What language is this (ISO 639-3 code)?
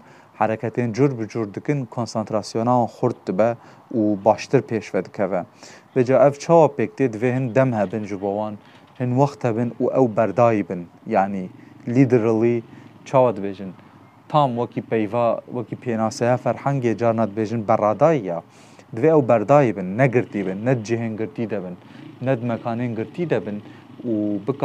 kur